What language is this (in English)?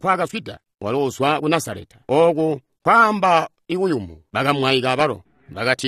Tonga (Zambia)